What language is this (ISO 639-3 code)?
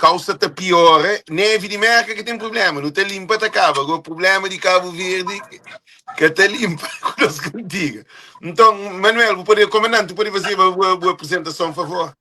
kea